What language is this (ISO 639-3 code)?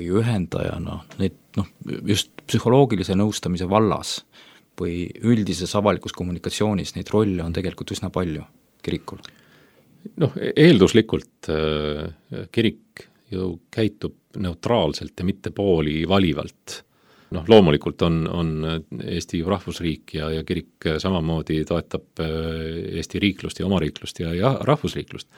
est